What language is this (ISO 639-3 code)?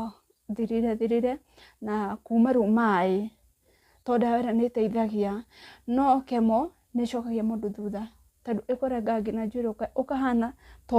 kik